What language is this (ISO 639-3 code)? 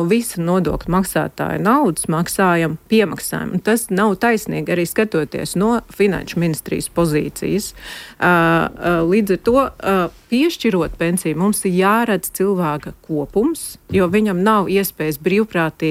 lav